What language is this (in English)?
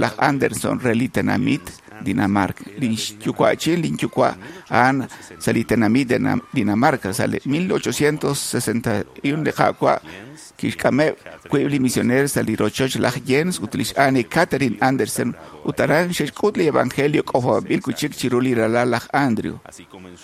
Kekchí